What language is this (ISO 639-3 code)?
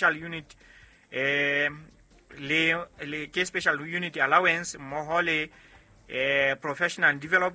sot